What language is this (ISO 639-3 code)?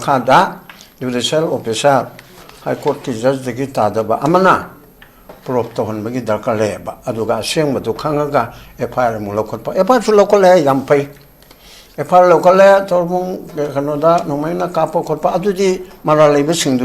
mni